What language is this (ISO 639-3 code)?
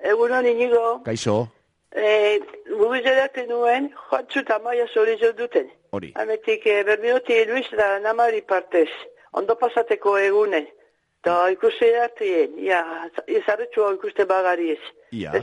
eus